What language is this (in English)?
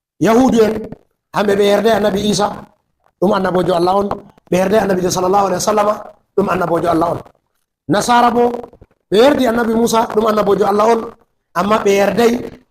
Fula